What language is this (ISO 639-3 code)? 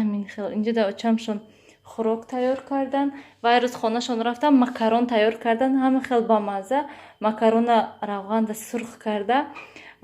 tgk